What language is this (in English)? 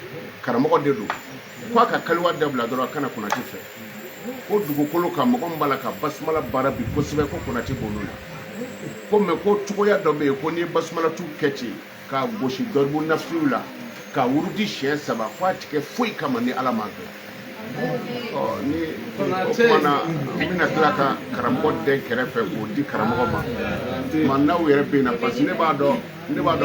Bambara